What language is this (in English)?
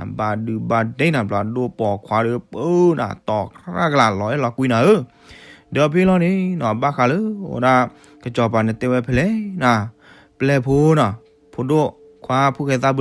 S'gaw Karen